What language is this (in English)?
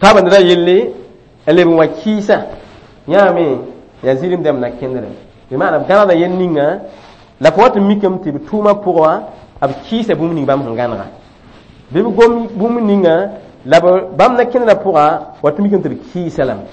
Mossi